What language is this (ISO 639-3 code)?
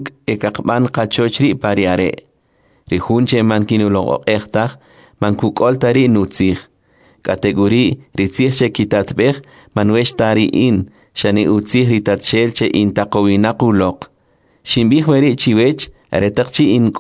quc